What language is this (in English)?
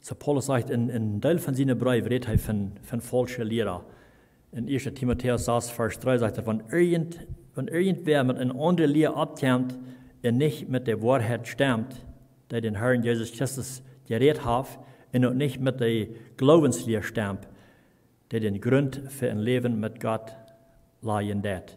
Plautdietsch